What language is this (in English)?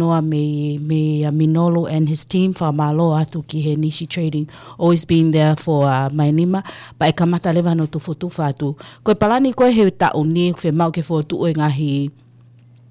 Tongan